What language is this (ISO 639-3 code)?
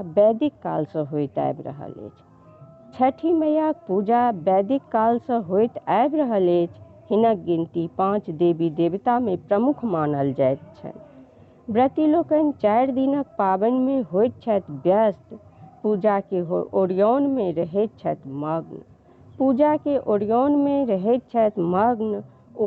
mai